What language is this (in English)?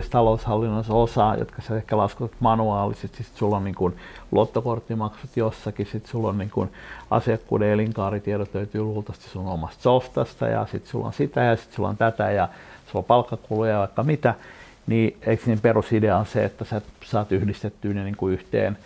Finnish